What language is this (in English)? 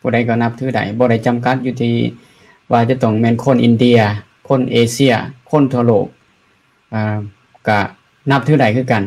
Lao